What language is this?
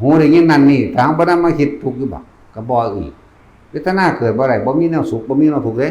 Northeastern Thai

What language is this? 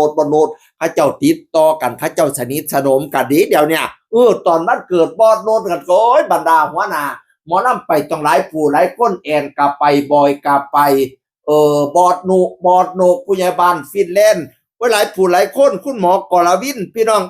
Northeastern Thai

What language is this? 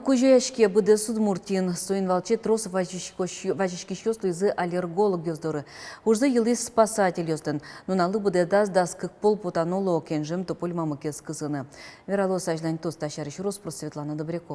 Udmurt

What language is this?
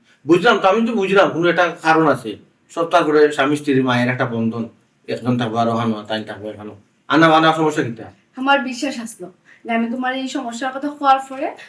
Sylheti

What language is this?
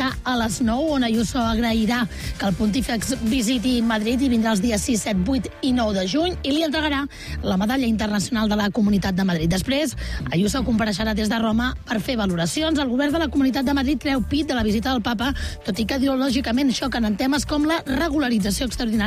Catalan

